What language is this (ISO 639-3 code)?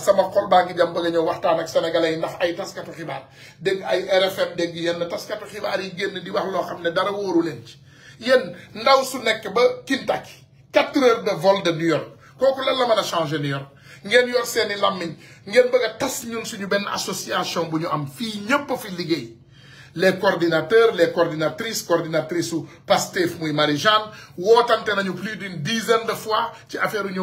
wol